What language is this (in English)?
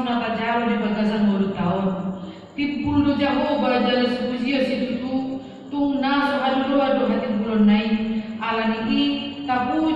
Batak Toba